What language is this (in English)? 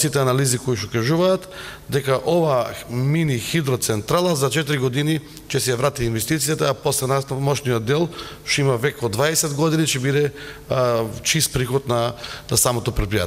Macedonian